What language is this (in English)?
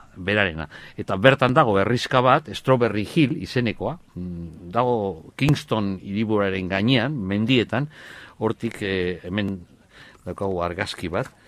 Basque